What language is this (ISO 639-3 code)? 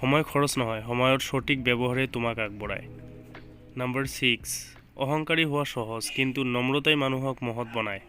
asm